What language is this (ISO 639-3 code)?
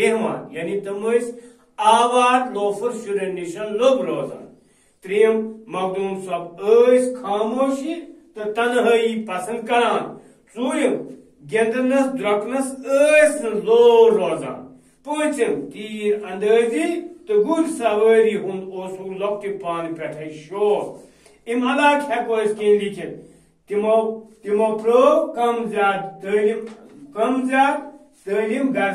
kas